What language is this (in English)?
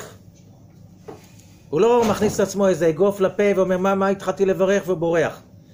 Hebrew